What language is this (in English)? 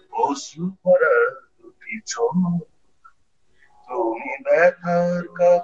Bangla